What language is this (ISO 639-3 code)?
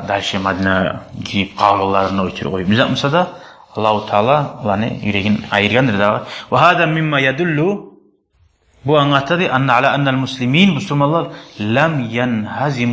kum